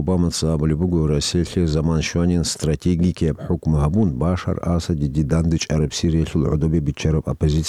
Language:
Avaric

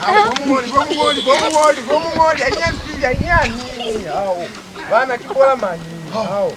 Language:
Lozi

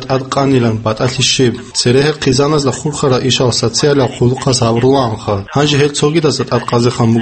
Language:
Avaric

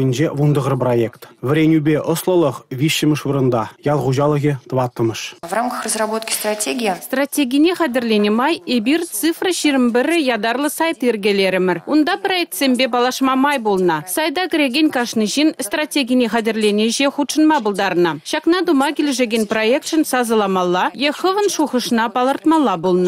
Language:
Chuvash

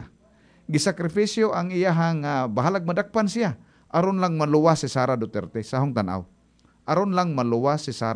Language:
Cebuano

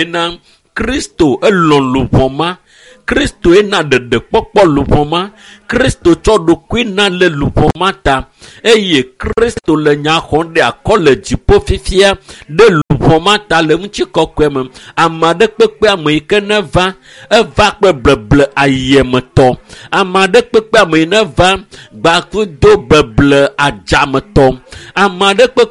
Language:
Ewe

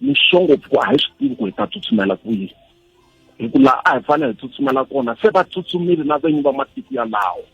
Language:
Tsonga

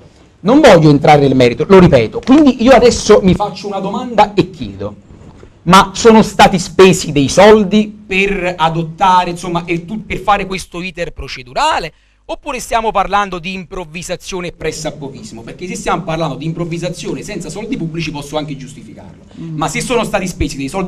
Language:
Italian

